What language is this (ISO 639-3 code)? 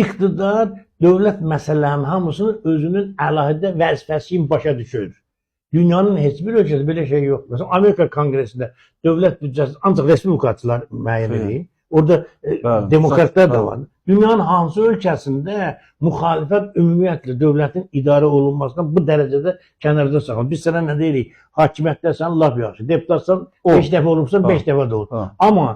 aze